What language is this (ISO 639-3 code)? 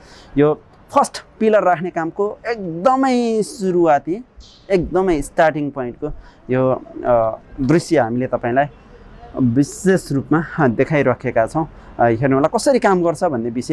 nep